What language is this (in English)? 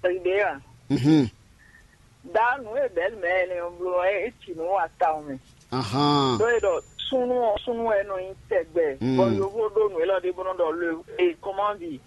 Fon